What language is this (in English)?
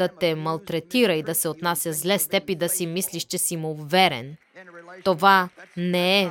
Bulgarian